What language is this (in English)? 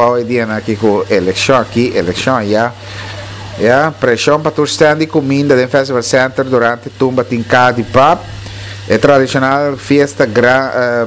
Papiamento